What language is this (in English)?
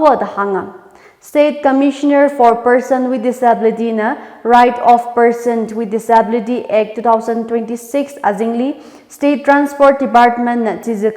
Tangkhul Naga (India)